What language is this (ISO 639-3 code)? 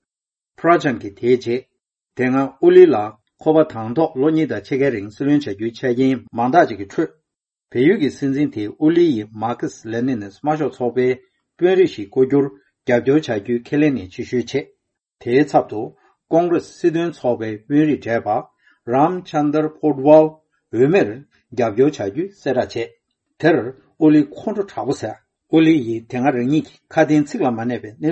bod